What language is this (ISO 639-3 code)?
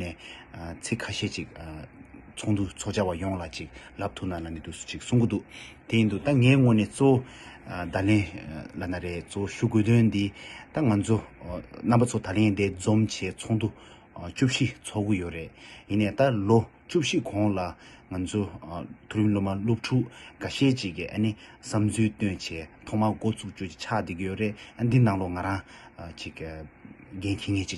bod